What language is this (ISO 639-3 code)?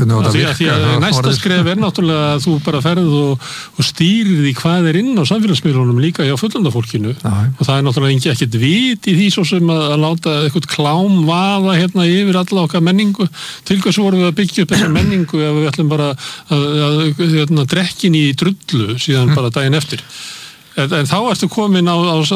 isl